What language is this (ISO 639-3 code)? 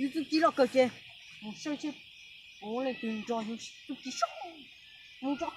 hmn